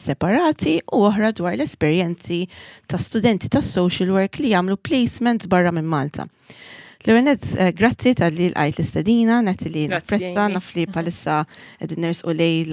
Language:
Maltese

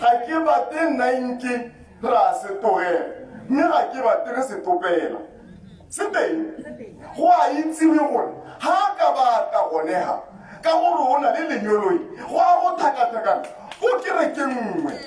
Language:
Tswana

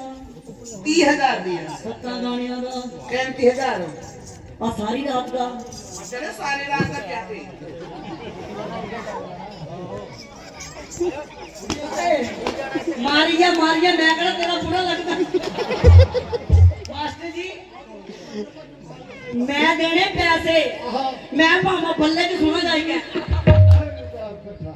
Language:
Punjabi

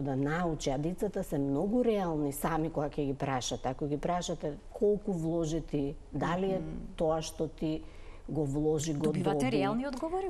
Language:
Macedonian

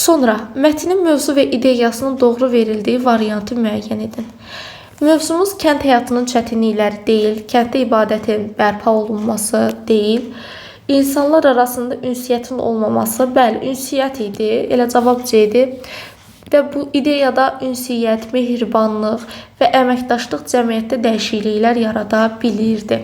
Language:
Azerbaijani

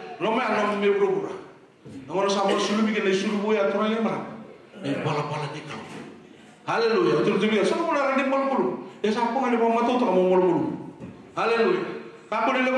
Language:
Fijian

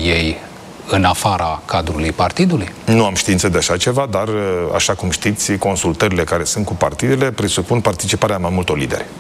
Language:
Romanian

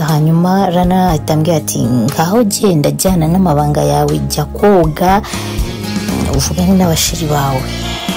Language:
Kinyarwanda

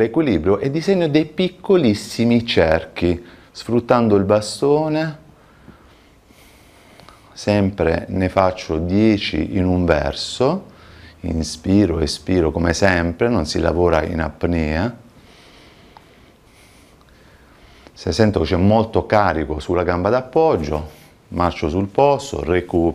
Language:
Italian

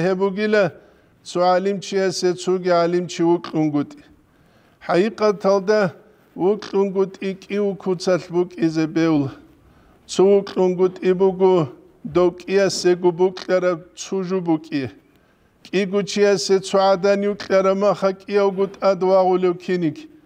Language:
Avaric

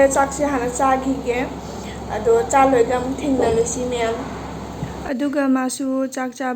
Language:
Manipuri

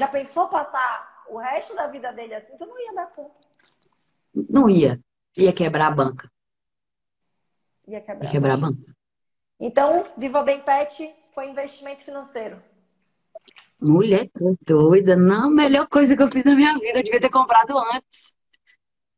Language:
Portuguese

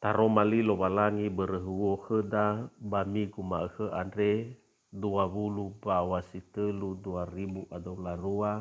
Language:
Nias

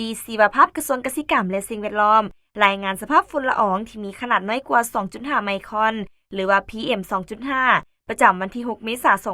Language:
Lao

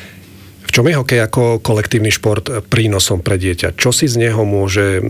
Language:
Slovak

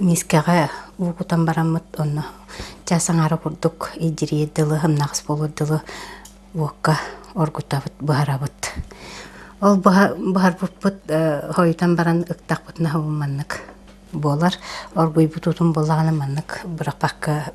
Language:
Yakut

